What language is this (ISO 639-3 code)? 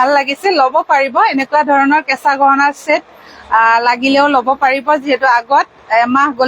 asm